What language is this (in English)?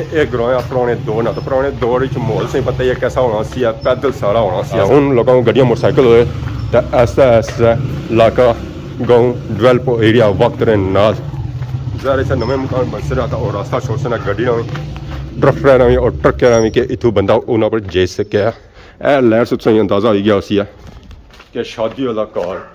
Pahari-Potwari